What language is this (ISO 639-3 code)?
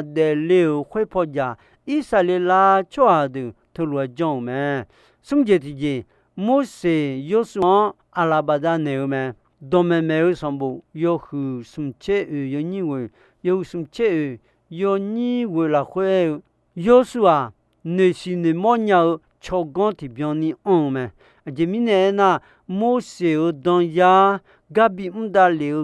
ahk